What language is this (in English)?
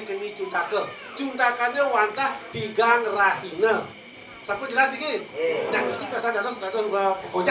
Balinese